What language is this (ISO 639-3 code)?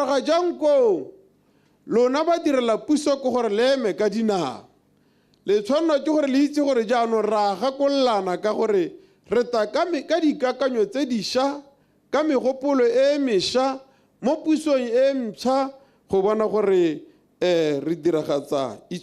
tsn